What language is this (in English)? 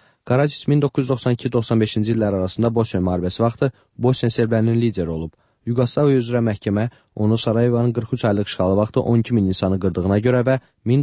Azerbaijani